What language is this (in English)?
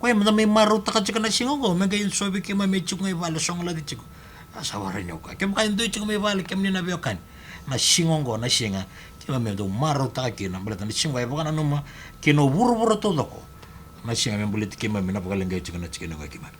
Fijian